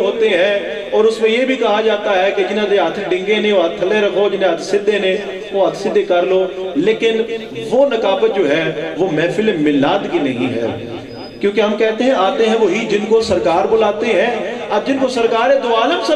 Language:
Urdu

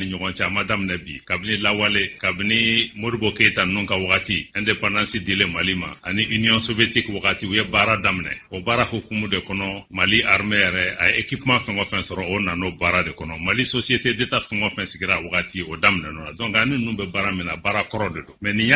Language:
Bambara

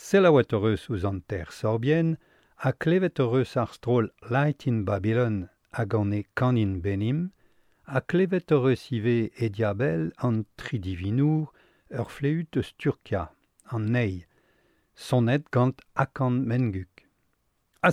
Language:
Breton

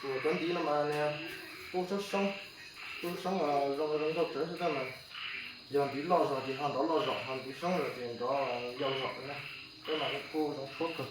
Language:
Hmong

